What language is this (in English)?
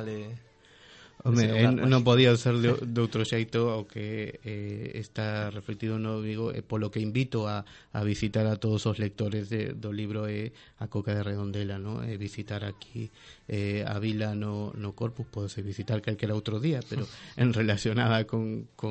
Galician